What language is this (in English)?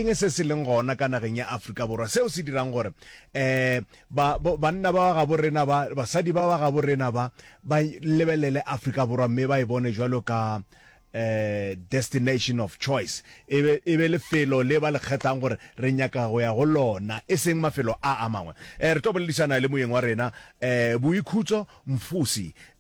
Northern Sotho